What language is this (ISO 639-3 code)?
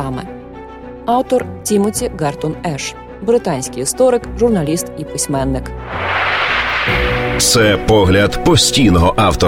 ukr